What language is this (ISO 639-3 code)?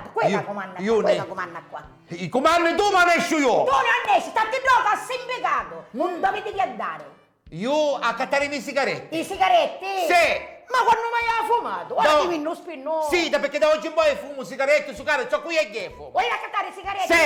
scn